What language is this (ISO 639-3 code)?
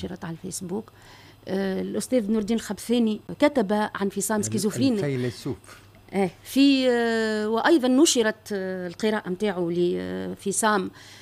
aeb